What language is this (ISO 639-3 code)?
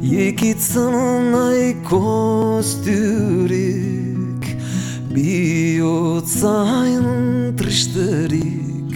eus